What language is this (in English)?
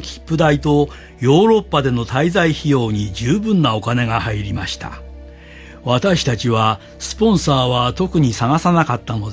Japanese